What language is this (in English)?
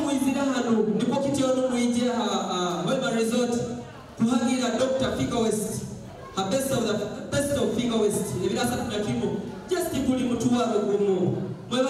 Nyoro